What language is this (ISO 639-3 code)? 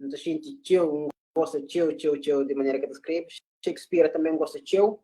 kea